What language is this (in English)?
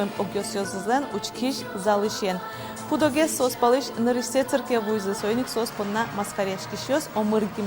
Udmurt